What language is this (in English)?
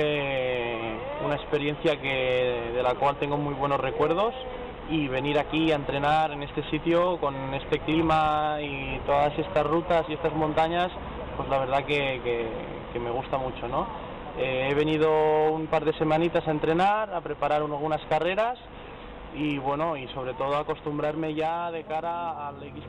Spanish